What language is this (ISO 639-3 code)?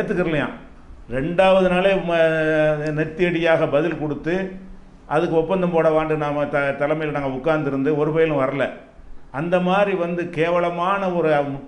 tam